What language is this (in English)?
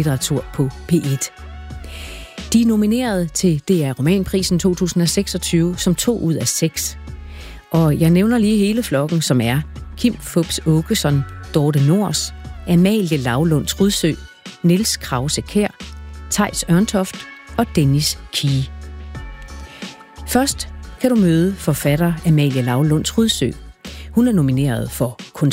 Danish